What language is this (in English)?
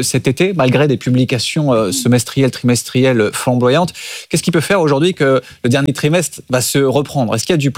French